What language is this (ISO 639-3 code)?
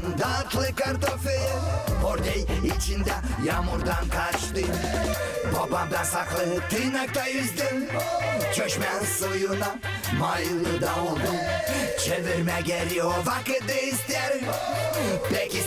gag